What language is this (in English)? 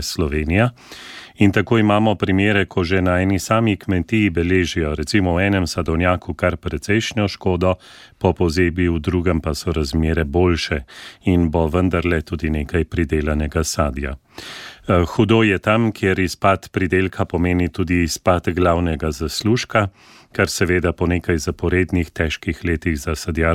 Slovenian